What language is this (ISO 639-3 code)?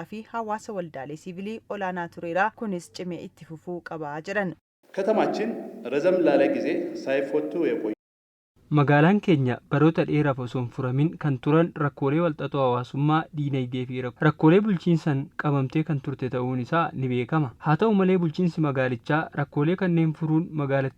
orm